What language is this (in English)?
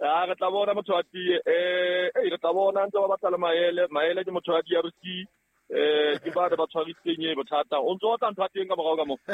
Southern Sotho